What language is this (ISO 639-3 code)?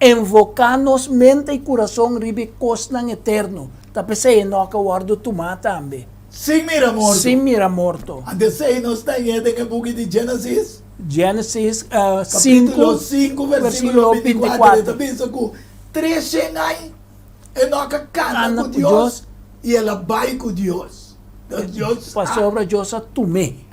pap